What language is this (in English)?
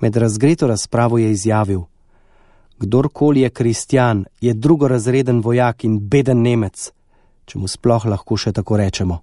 Slovenian